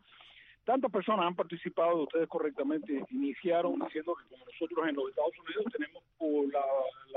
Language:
Spanish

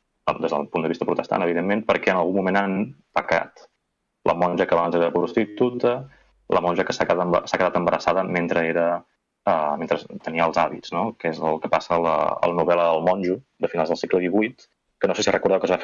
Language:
Catalan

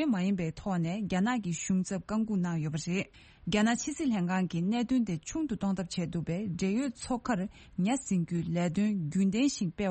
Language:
Tibetan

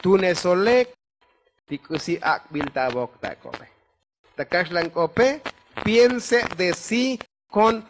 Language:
Tzotzil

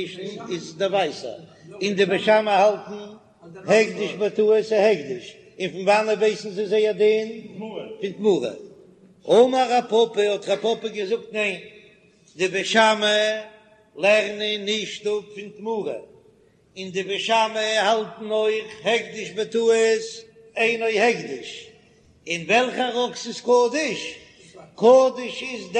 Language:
Yiddish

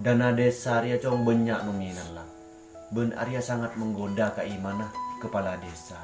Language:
Madurese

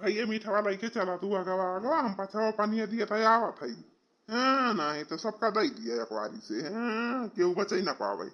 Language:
Awadhi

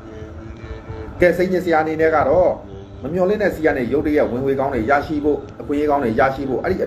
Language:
Burmese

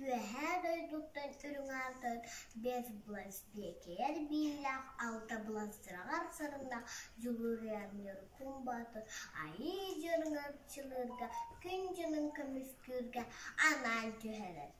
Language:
Yakut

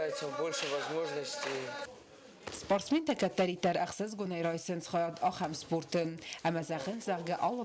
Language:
Ossetic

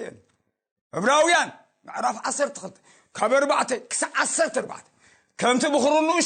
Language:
Tigrinya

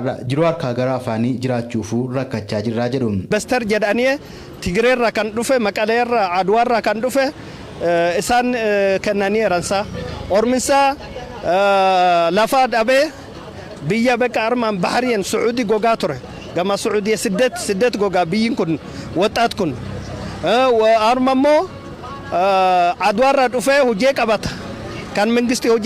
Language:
Oromo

